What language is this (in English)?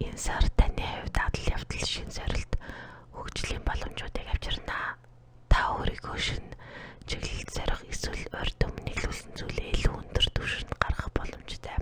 Mongolian